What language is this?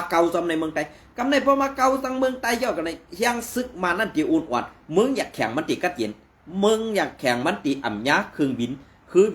Shan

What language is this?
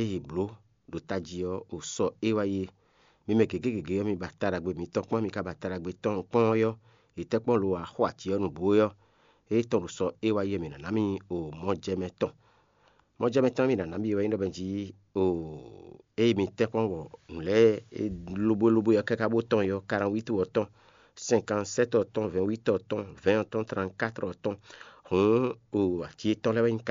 Fon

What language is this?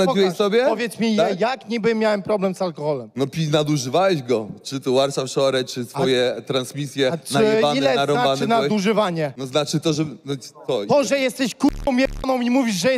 Polish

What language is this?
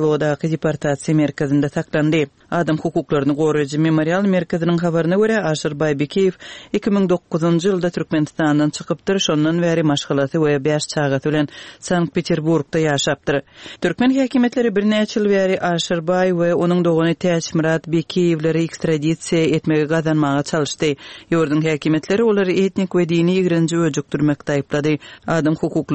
Turkmen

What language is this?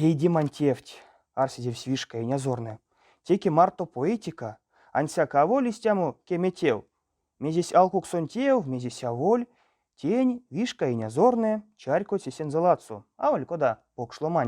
Erzya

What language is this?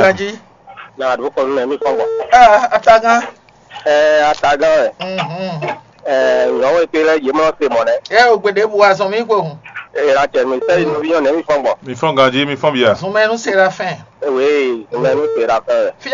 Fon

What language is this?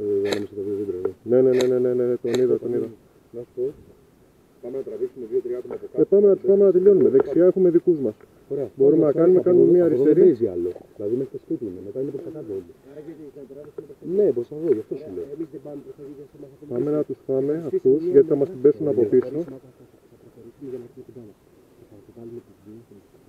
Greek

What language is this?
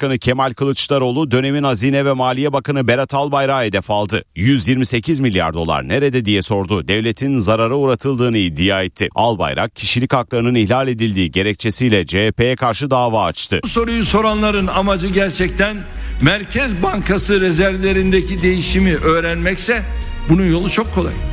Turkish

